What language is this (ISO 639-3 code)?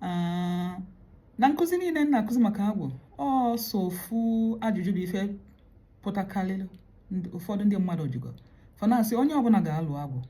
ibo